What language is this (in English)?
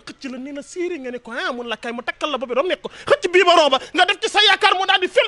Wolof